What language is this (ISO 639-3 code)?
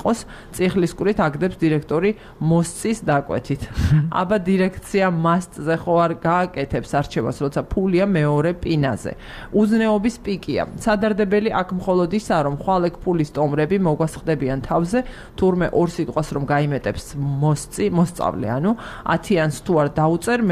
kat